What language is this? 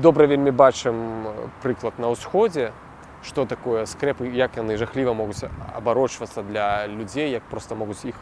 Belarusian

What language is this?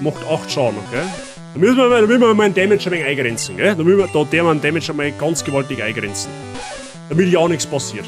Bavarian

